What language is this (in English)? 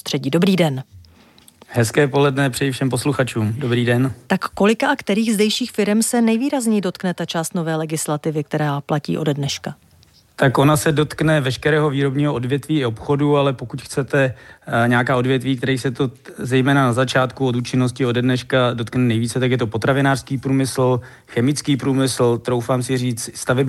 Czech